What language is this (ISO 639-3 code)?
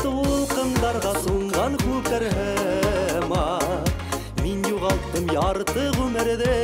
bak